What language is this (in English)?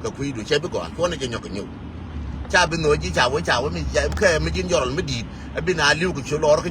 Nuer